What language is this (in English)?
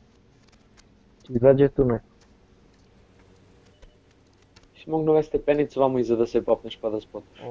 Serbian